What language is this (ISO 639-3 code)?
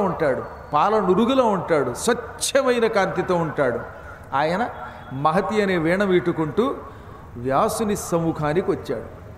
tel